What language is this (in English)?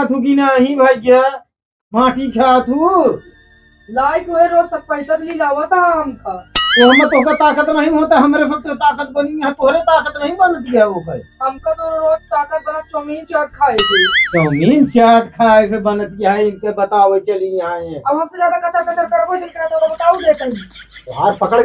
Awadhi